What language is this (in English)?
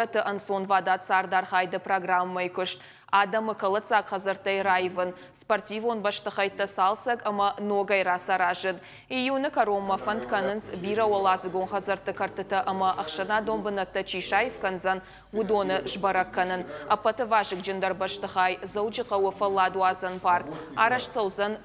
Ossetic